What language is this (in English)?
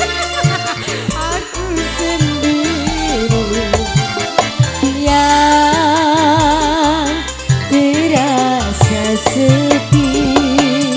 Indonesian